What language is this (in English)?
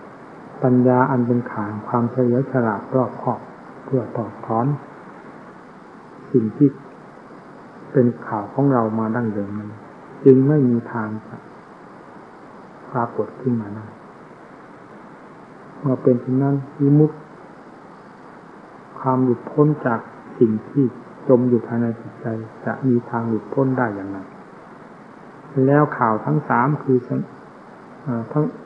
Thai